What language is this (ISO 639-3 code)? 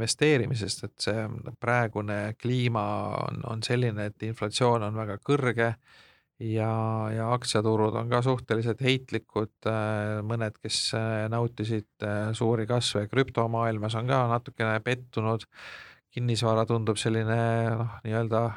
est